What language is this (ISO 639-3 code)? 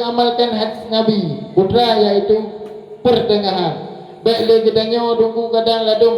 ace